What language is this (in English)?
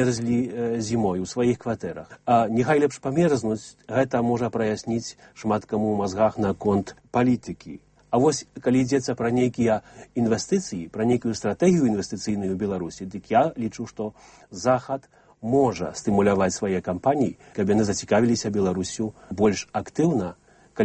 Belarusian